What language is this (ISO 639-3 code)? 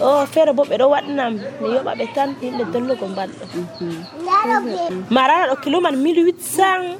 fuv